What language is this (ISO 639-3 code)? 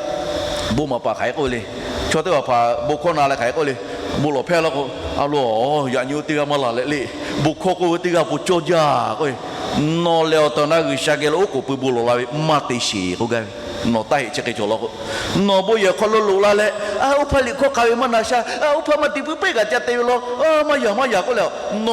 lhu